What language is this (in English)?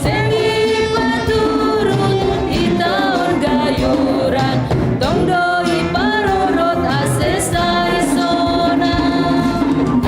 Batak Simalungun